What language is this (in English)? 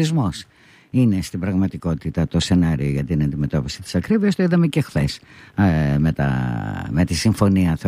Greek